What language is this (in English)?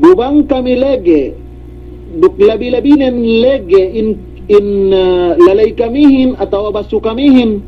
Yakan